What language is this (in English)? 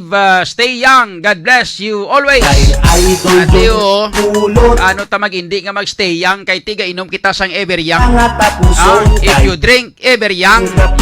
Hiligaynon